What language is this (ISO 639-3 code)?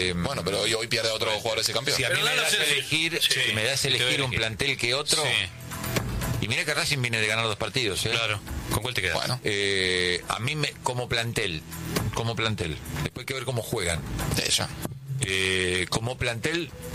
spa